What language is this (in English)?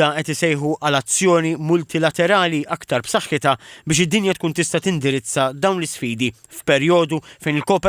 Maltese